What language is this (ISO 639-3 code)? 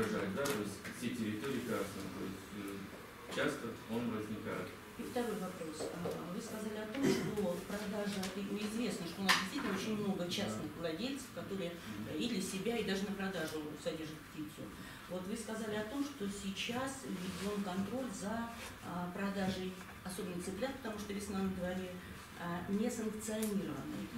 rus